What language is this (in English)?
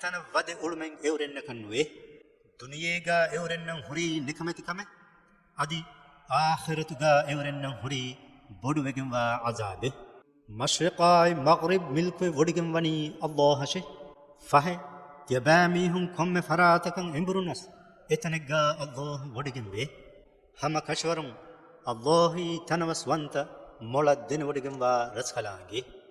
Divehi